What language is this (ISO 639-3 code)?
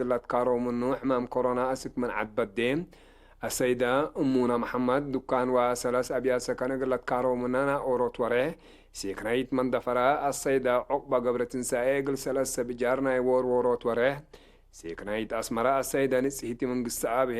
tig